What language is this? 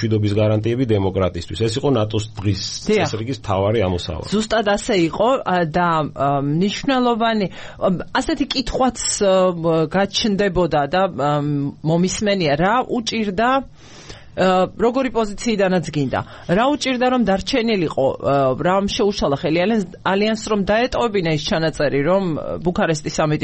Georgian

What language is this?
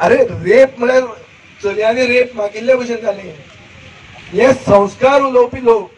Konkani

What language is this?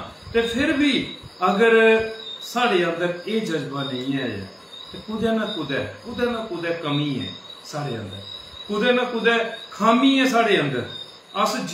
Dogri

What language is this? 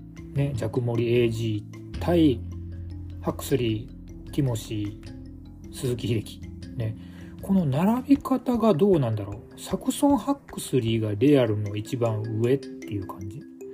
Japanese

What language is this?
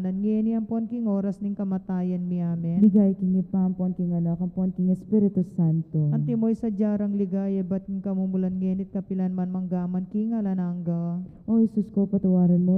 Pampanga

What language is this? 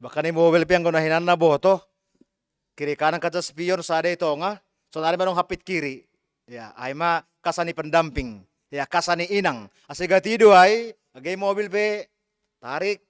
Batak Simalungun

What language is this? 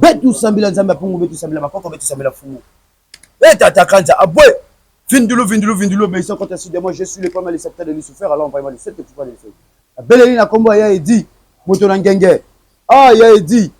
Lingala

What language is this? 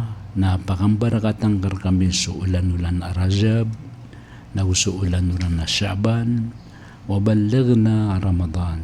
Maranao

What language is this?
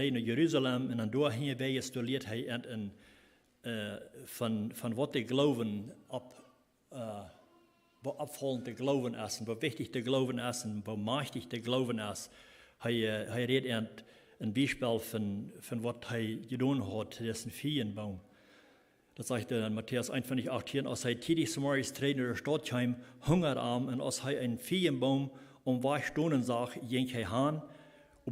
Plautdietsch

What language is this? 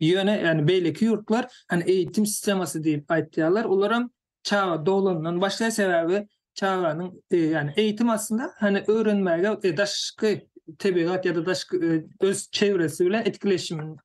Turkmen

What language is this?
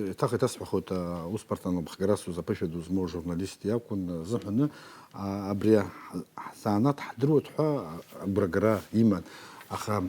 Abkhazian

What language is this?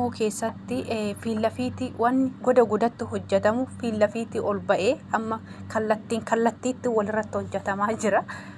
Oromo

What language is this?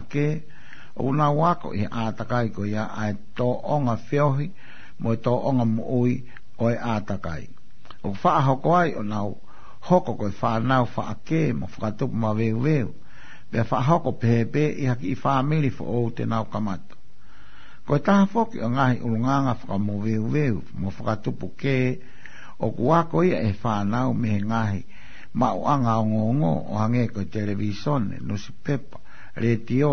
Tongan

